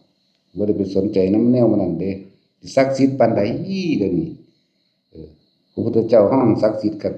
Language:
Northeastern Thai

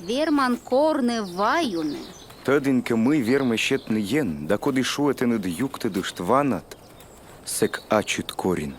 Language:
Komi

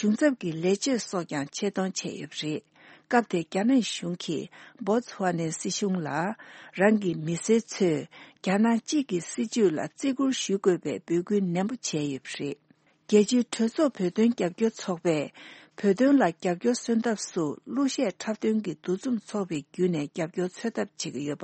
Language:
Tibetan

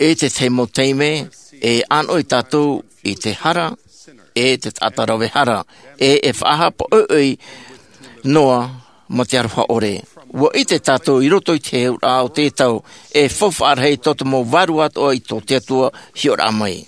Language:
Tahitian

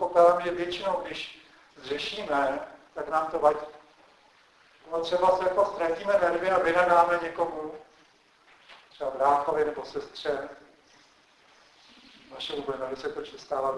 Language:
Czech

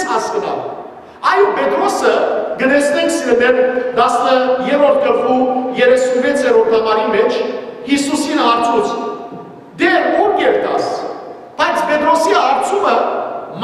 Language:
Western Armenian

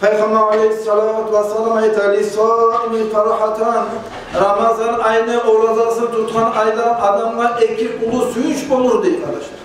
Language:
Kumyk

